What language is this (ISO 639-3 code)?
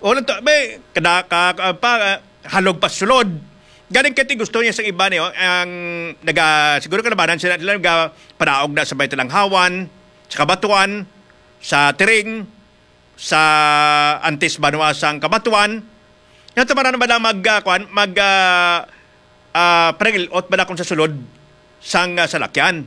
hil